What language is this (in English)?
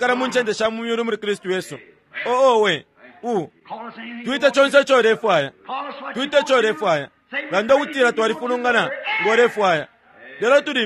Bemba